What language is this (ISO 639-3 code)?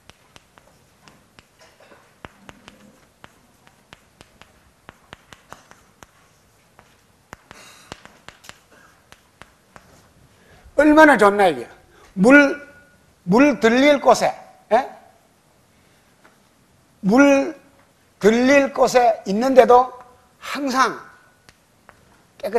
kor